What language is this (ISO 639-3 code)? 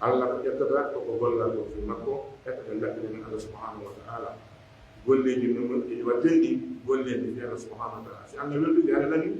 fuf